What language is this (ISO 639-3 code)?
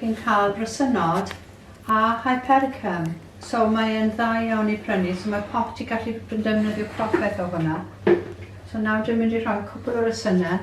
cym